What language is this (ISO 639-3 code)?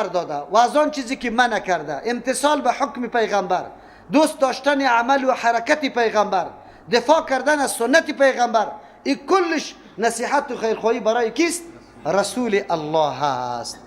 fas